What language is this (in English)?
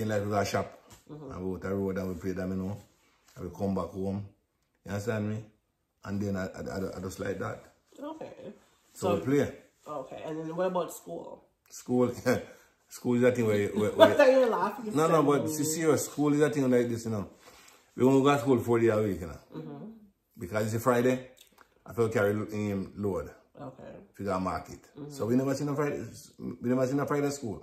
Jamaican Creole English